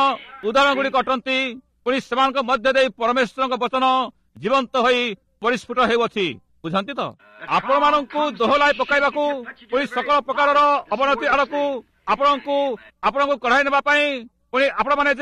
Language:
Odia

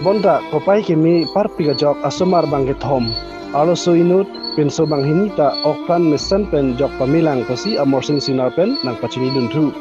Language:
Karbi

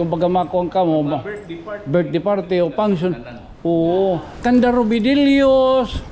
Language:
Waray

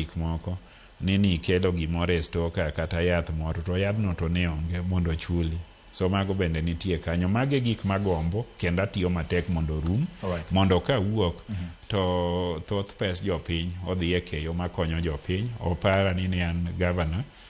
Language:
Luo (Kenya and Tanzania)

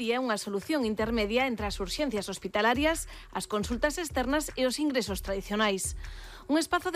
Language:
Galician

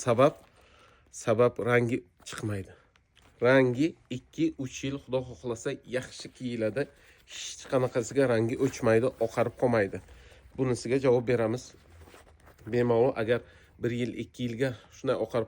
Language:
Uzbek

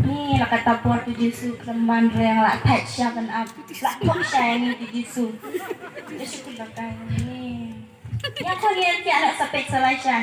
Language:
Khasi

